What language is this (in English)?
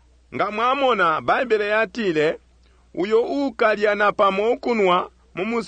Bemba